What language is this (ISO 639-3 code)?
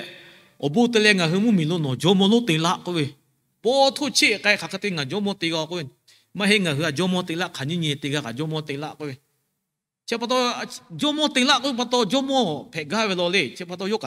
lhu